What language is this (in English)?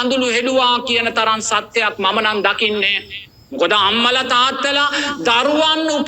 Sinhala